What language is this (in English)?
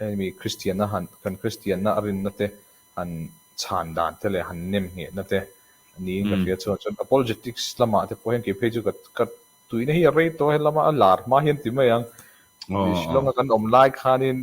Mizo